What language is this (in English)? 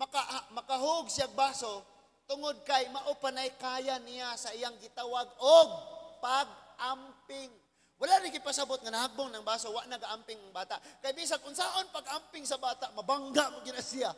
Cebuano